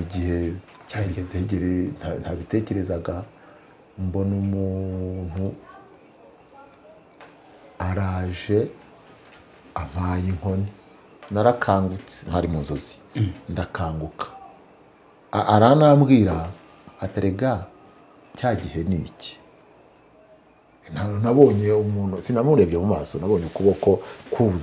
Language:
Kinyarwanda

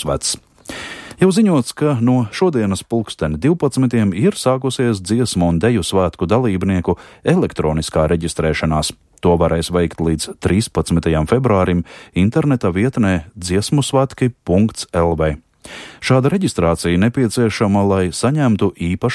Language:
Latvian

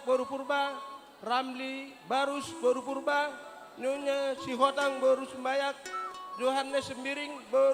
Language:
Batak Simalungun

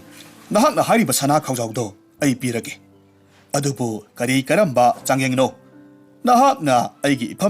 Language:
Manipuri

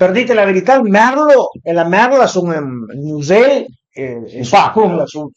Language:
Piedmontese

